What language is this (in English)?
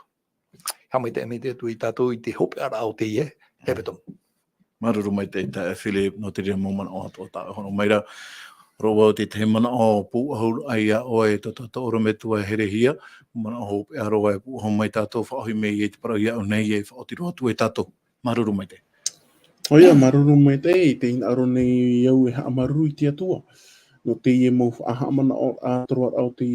Tahitian